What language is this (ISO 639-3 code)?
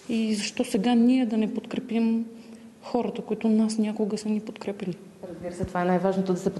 bul